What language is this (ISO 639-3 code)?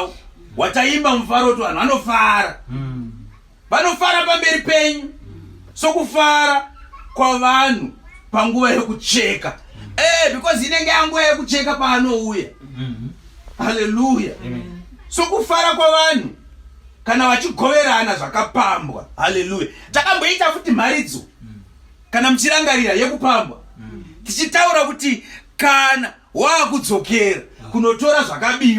sna